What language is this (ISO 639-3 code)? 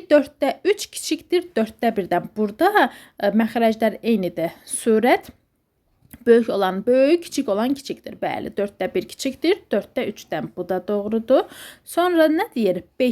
aze